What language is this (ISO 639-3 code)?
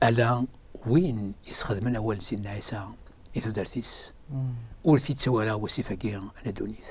kab